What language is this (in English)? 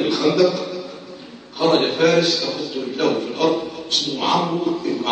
Egyptian Arabic